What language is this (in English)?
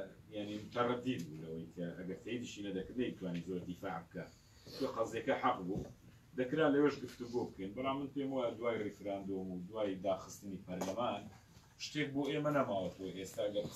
Central Kurdish